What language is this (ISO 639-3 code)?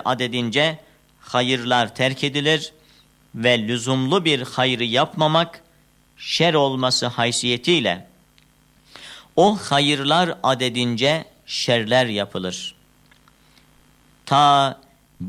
tur